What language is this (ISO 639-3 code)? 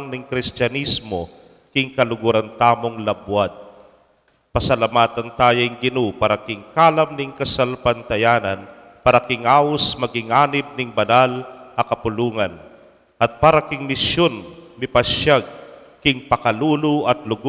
pam